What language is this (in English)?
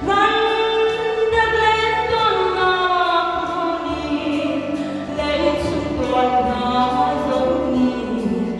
Hakha Chin